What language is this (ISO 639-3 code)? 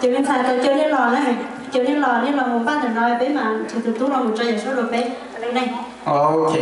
hmn